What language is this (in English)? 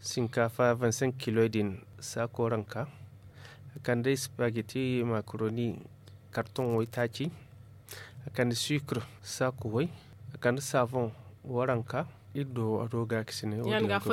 Zarma